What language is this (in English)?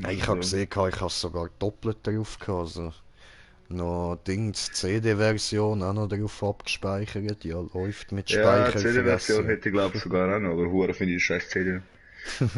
Swiss German